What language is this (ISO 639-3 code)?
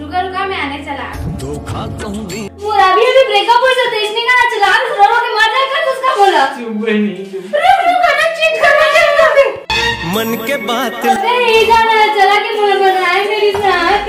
hne